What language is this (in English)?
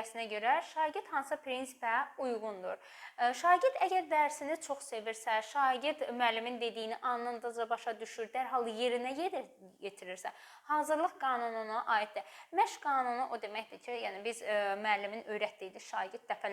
Azerbaijani